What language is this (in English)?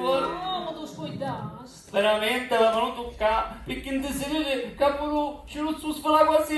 Sicilian